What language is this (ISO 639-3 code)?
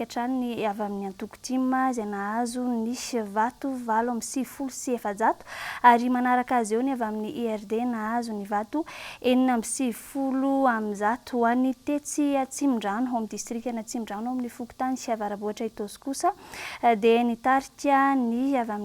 mlg